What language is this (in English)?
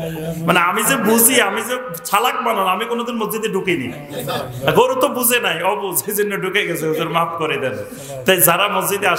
Bangla